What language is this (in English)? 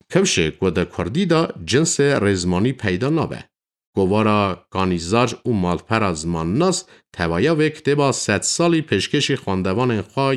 Kurdish